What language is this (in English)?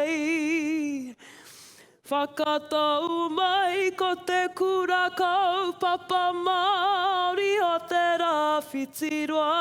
Māori